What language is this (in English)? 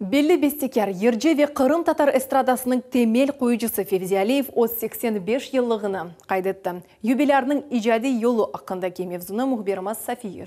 Crimean Tatar